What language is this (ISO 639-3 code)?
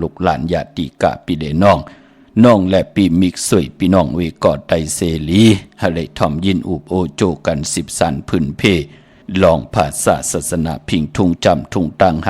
shn